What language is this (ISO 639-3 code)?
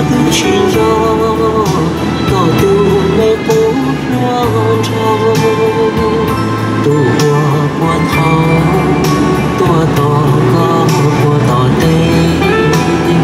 vie